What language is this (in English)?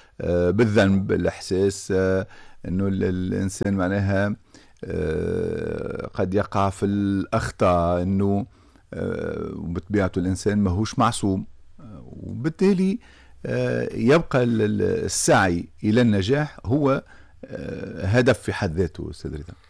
Tunisian Arabic